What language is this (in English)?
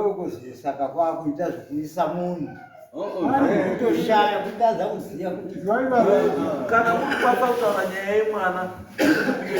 Shona